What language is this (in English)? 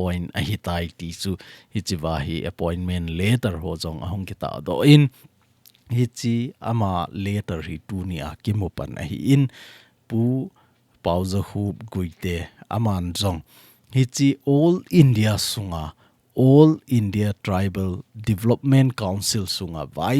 Thado Chin